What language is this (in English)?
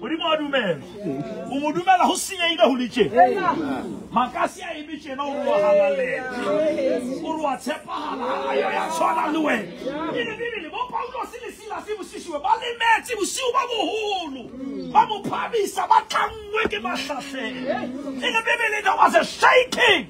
Southern Sotho